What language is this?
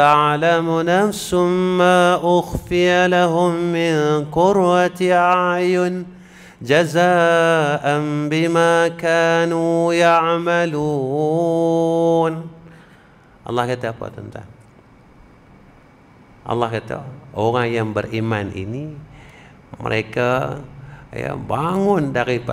Malay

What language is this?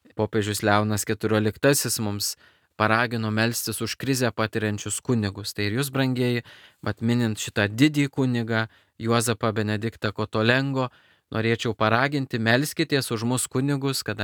Lithuanian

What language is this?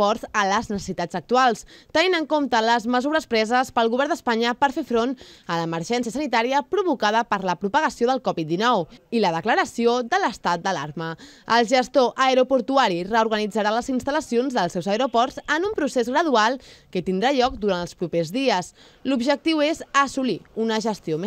Catalan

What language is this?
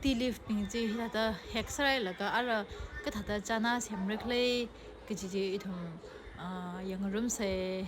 Tangkhul Naga (India)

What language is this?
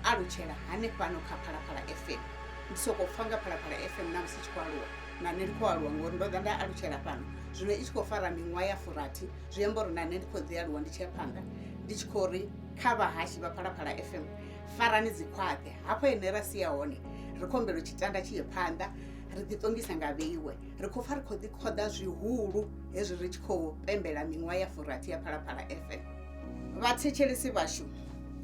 Venda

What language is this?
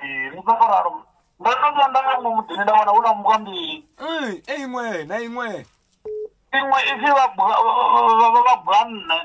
Venda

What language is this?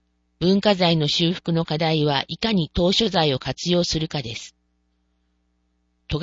Japanese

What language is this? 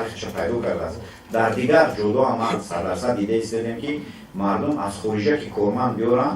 Tajik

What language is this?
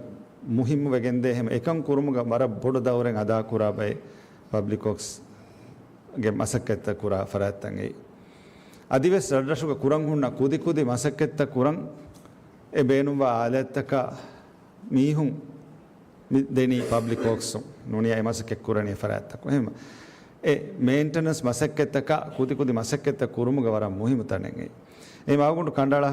Divehi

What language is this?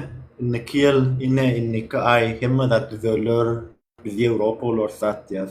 Turkmen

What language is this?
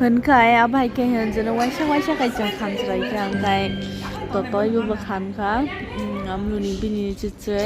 Kok Borok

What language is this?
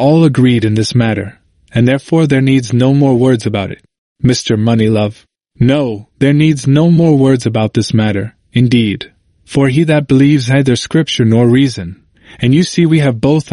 English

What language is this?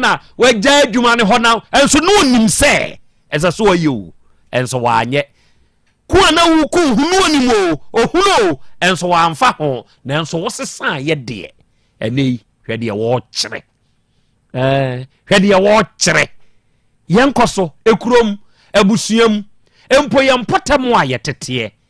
Akan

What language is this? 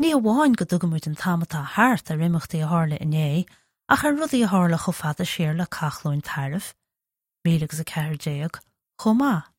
Irish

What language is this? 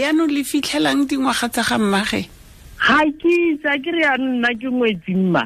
Tswana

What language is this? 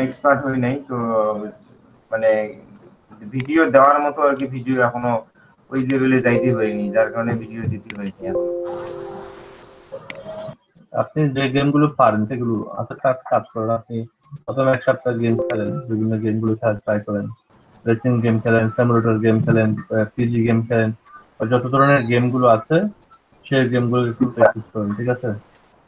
Bangla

